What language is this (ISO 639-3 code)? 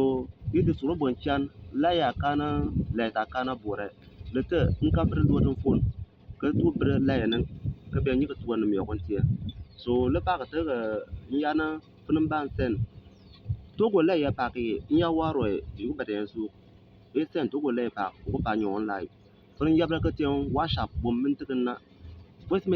bim